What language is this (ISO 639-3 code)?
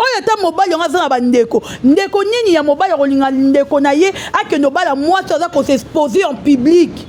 lin